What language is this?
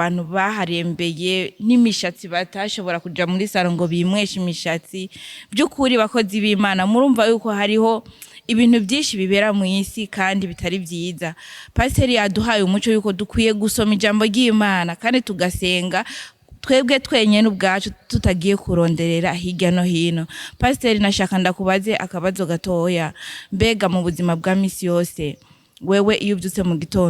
Rundi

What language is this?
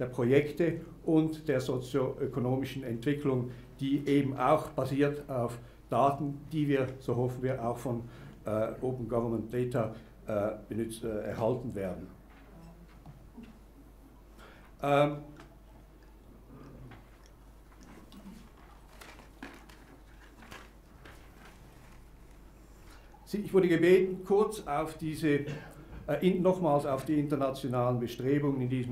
German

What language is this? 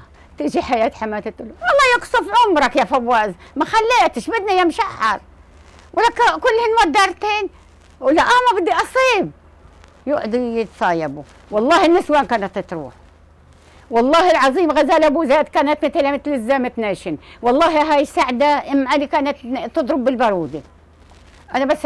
South Levantine Arabic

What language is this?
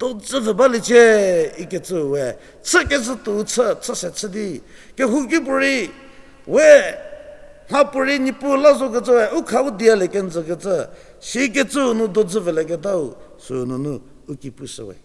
Angami Naga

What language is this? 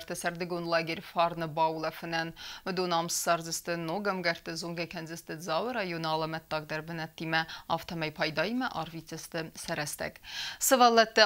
Ossetic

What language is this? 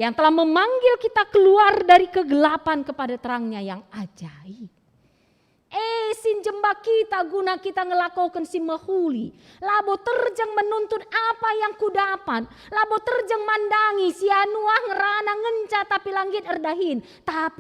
Batak Karo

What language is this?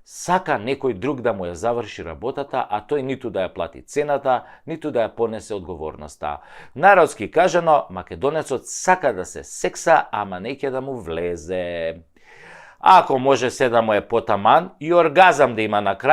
Macedonian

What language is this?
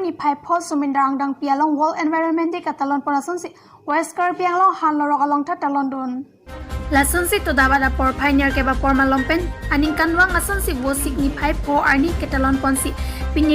Karbi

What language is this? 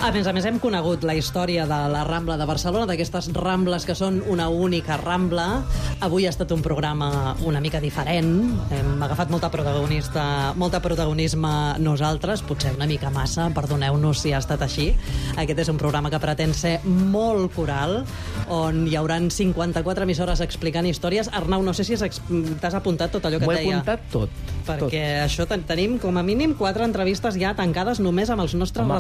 Catalan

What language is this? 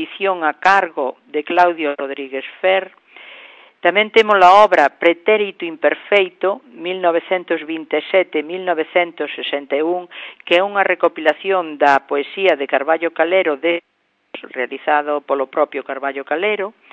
Galician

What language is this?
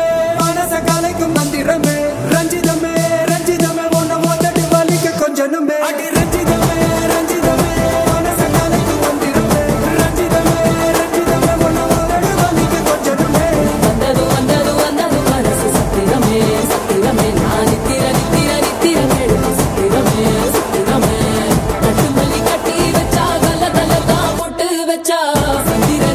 Tamil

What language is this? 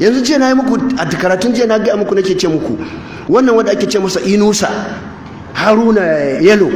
Hausa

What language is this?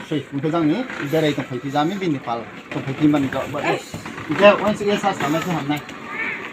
Riang (India)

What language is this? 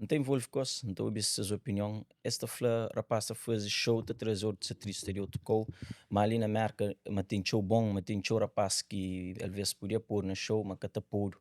Kabuverdianu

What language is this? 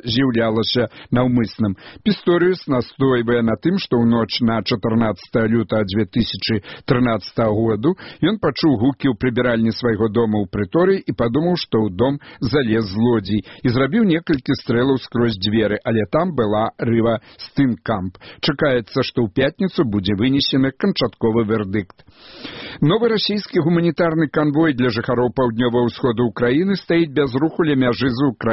Belarusian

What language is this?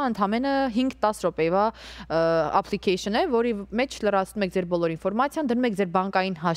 Armenian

